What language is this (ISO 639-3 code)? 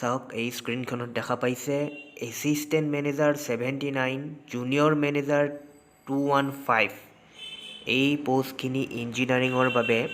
asm